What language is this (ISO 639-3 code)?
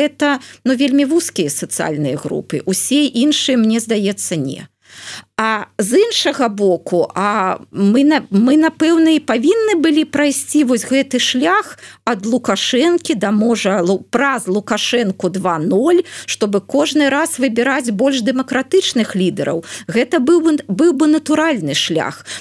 bel